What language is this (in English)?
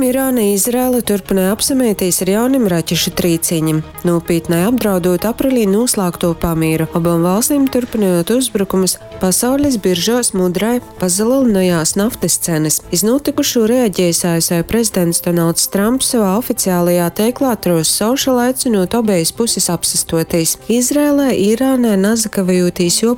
Latgalian